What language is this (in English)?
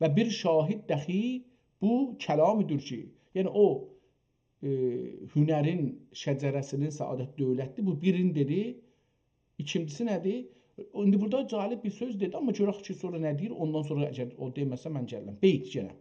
South Azerbaijani